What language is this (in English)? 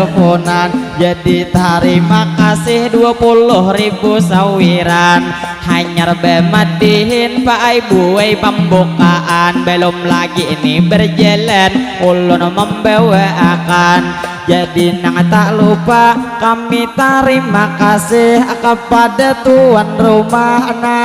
Banjar